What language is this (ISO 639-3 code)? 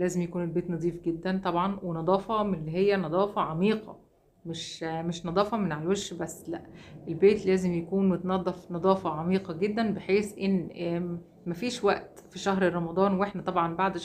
arz